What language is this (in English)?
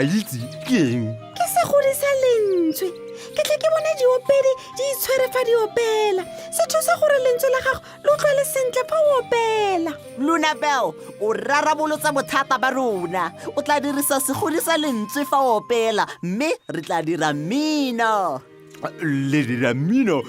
Tswana